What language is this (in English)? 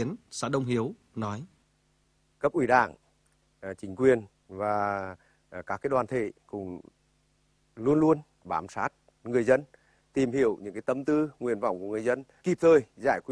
Vietnamese